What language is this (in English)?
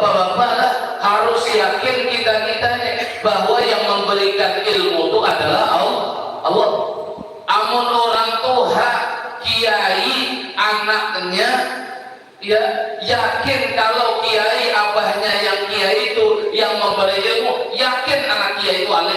Banjar